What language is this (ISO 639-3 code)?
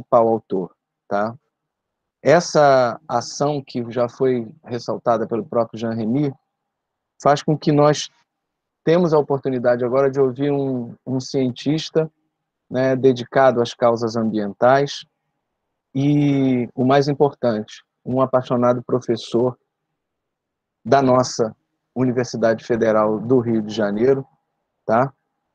por